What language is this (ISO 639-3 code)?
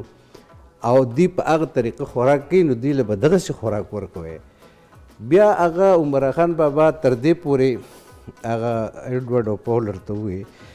pus